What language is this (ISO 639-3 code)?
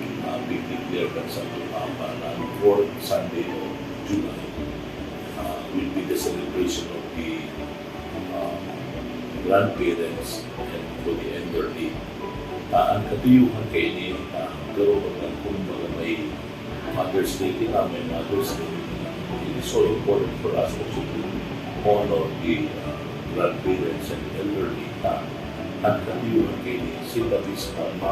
bik